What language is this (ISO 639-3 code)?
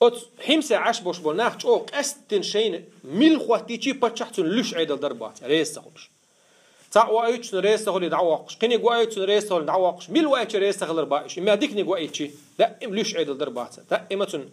che